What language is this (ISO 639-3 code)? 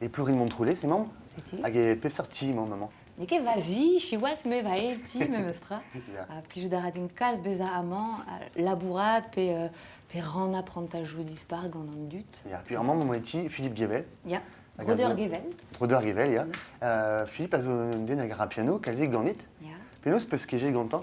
bre